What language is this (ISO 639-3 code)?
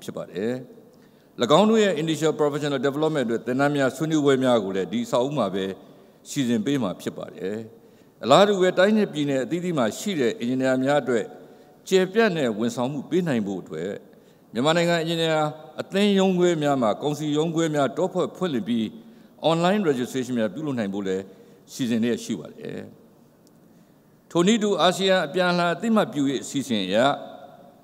mya